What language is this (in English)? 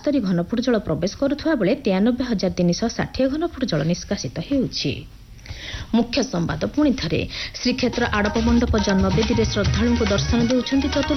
Odia